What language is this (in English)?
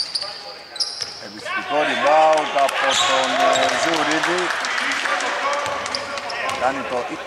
Greek